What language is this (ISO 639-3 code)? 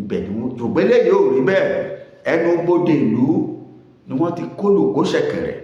yor